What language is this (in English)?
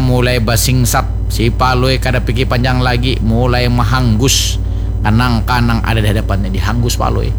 Banjar